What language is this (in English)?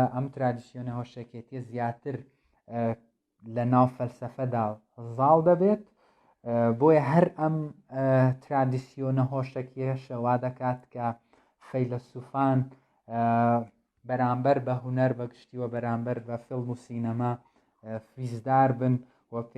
Central Kurdish